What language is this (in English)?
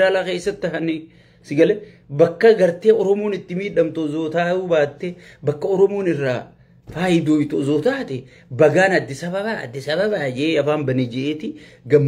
Oromo